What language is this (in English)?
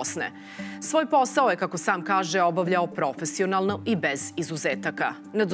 Serbian